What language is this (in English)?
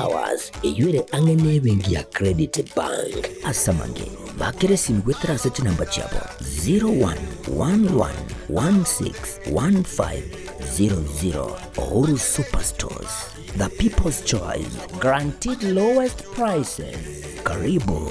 Gusii